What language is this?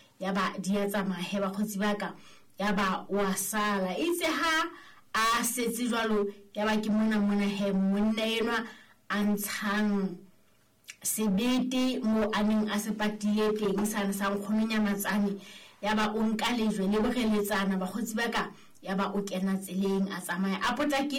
Southern Sotho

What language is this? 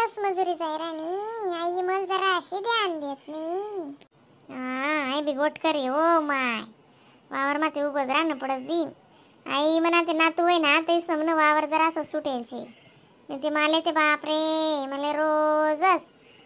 Khandesi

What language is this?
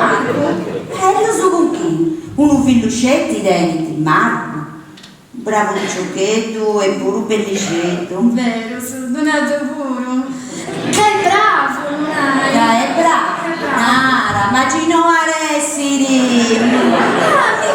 Sardinian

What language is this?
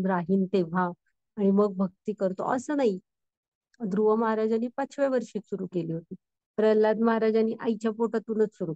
Marathi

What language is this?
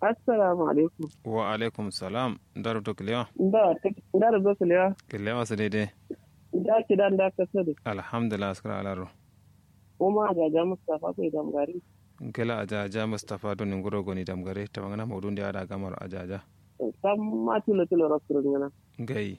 Kanuri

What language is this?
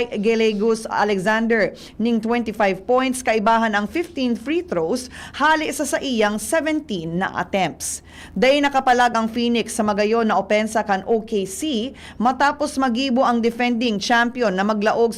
Bikol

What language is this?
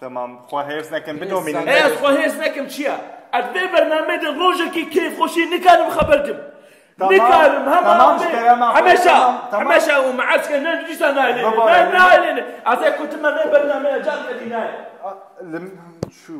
Kurdish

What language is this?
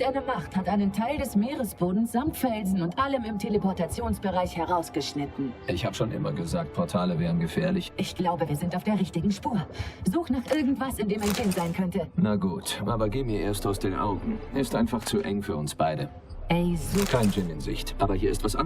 Swiss German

